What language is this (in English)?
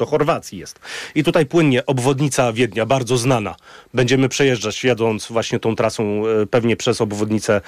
Polish